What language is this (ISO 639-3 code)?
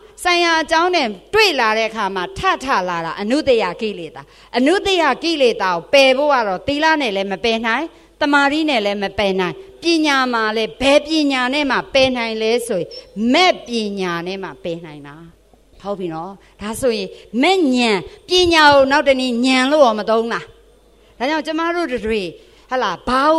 mya